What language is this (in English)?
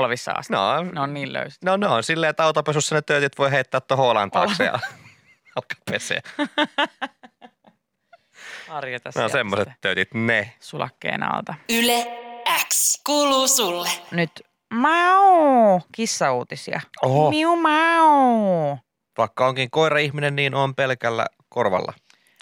Finnish